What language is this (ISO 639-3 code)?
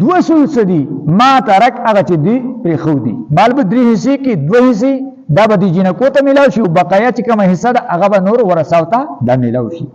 pus